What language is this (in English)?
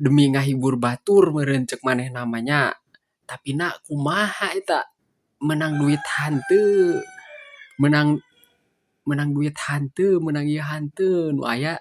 Sundanese